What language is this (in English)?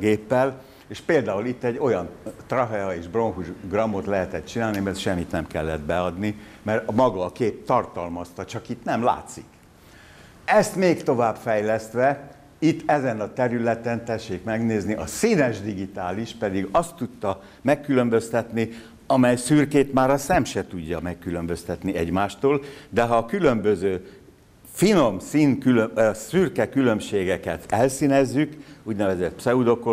Hungarian